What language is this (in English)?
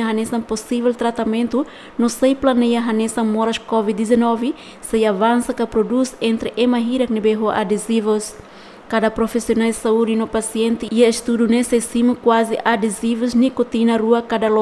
Tetum